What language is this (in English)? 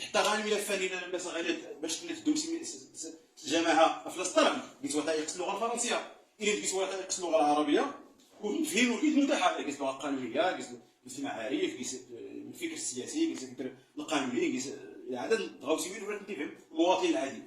Moroccan Arabic